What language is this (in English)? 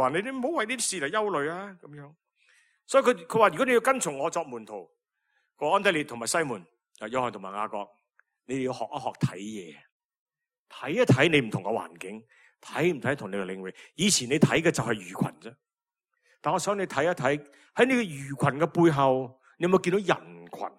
Cantonese